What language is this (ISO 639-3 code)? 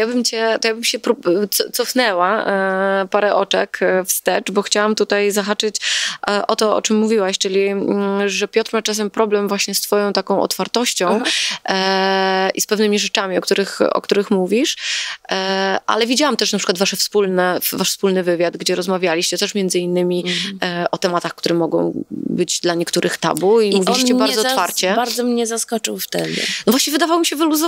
pol